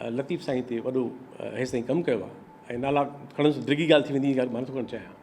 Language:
Sindhi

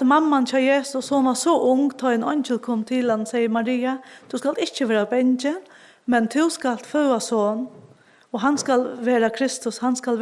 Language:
Faroese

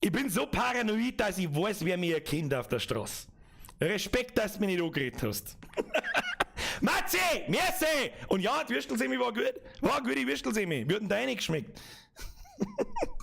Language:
Bavarian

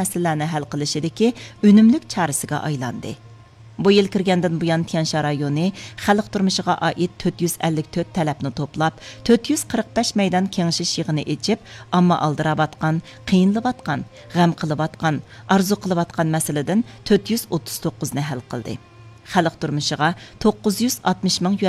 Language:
Uyghur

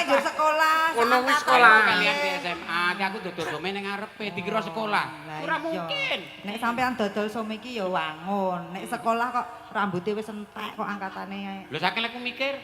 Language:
Javanese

